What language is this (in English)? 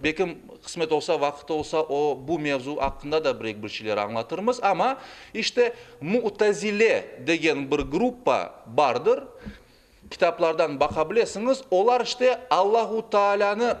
Crimean Tatar